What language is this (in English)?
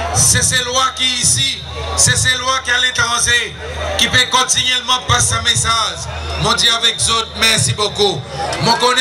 Seselwa Creole French